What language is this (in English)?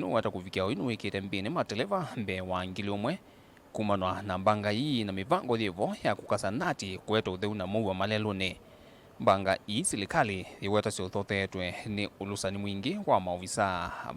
Kamba